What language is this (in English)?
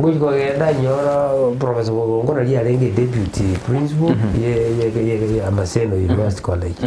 Gusii